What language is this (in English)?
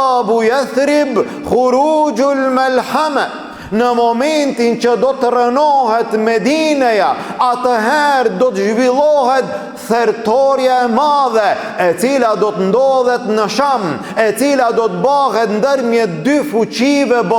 Albanian